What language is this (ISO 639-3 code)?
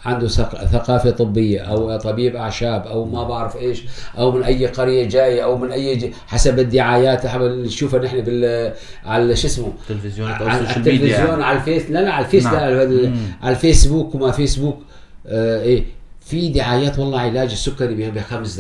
apc